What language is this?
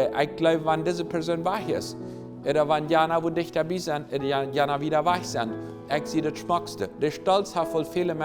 Plautdietsch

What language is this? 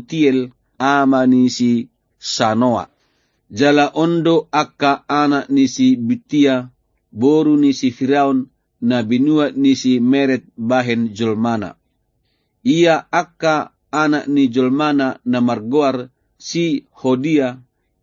Batak Toba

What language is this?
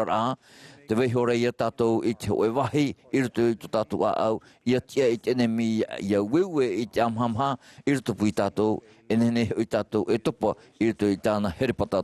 Tahitian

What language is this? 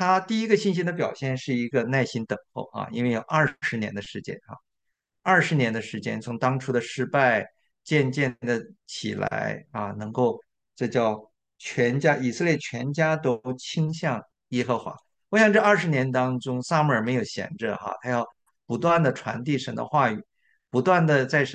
Chinese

